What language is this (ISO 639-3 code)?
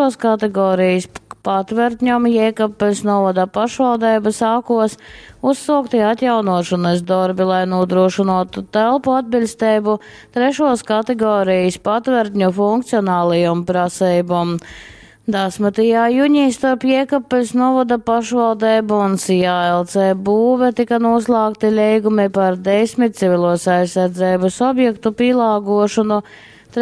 ltg